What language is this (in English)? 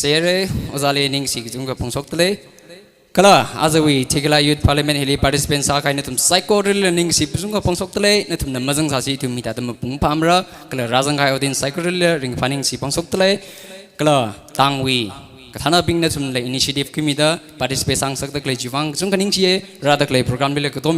Tangkhul Naga (India)